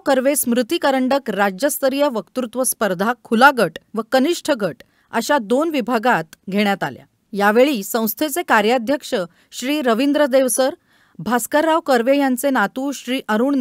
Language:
Marathi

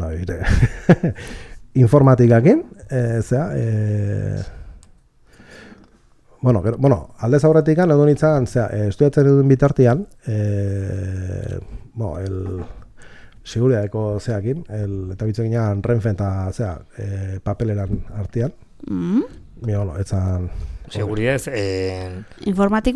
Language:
Basque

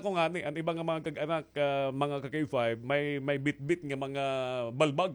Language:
Waray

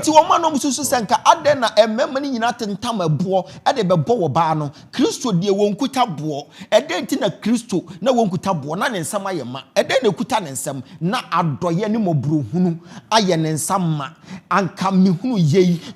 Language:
Akan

